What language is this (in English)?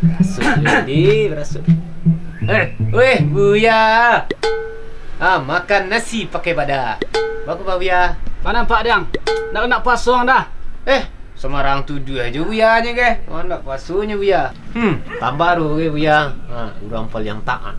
Minangkabau